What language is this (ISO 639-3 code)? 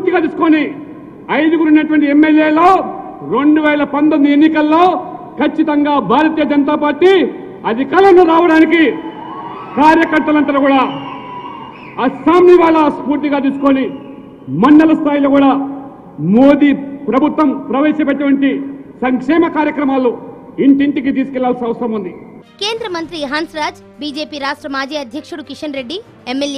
tel